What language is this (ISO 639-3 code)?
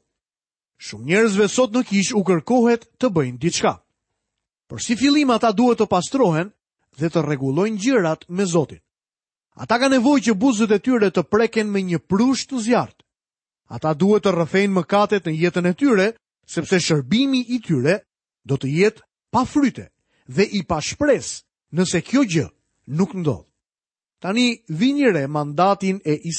sqi